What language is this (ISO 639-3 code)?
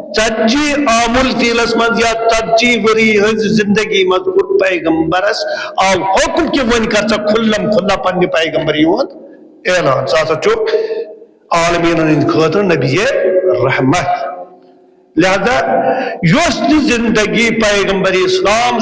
kas